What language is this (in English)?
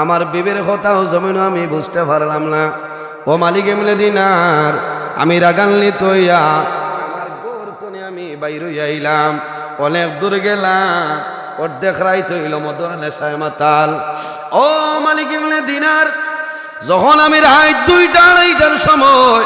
Sylheti